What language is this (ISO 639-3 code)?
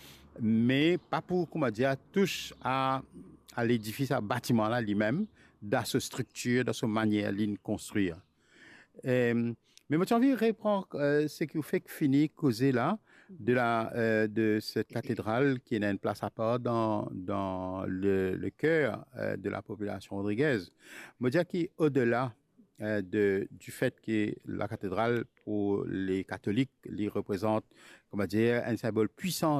mfe